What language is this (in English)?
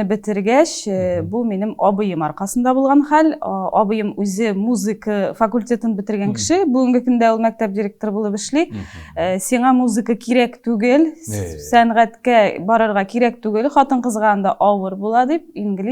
Tatar